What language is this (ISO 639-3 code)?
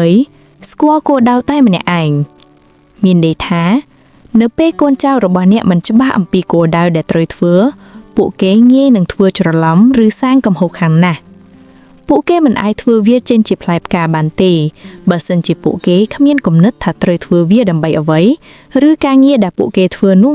khm